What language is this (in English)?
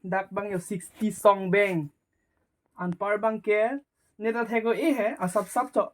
Karbi